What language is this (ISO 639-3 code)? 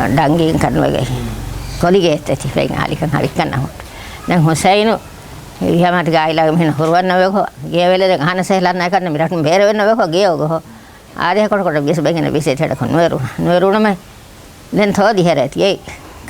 div